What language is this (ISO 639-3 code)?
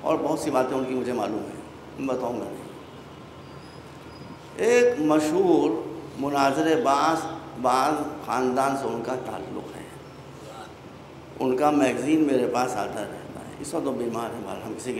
urd